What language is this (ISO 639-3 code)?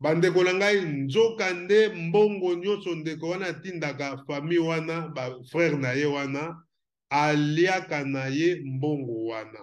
lin